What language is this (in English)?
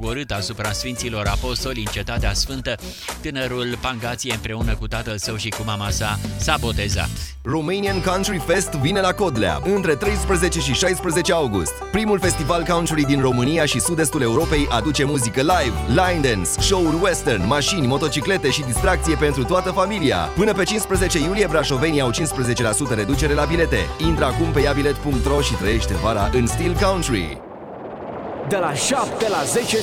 Romanian